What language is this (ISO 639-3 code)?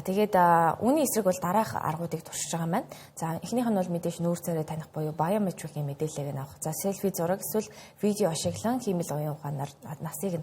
mon